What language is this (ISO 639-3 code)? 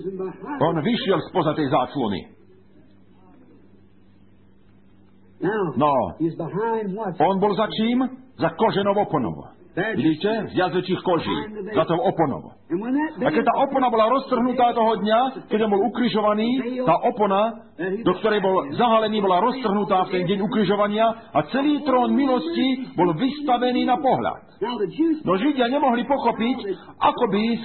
slk